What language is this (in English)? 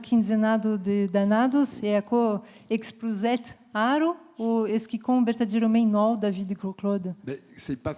Occitan